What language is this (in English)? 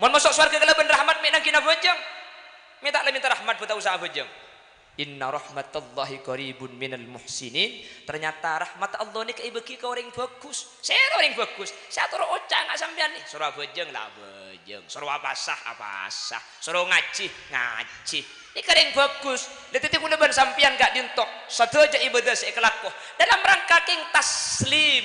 Madurese